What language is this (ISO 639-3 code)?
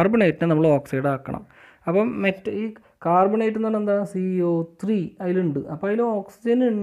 mal